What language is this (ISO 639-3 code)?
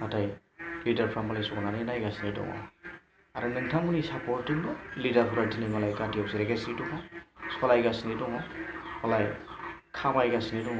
brx